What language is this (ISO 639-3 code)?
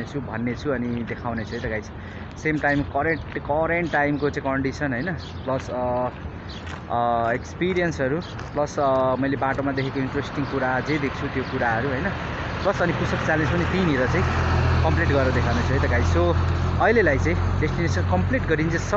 nep